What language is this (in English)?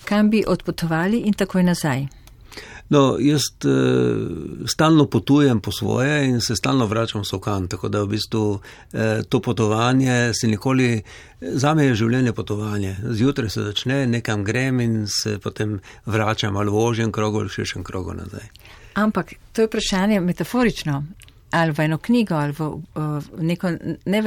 Slovenian